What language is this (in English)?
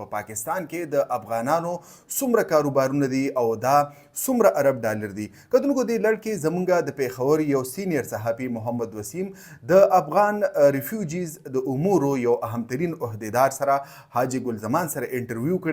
Pashto